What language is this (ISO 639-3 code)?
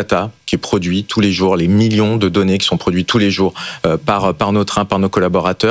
fra